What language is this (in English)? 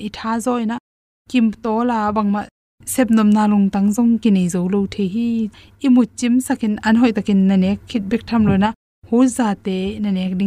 Tedim Chin